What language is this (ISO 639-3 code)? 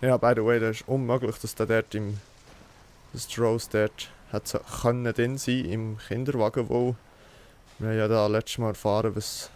gsw